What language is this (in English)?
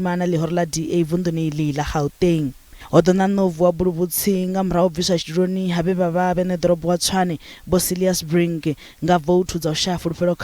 Venda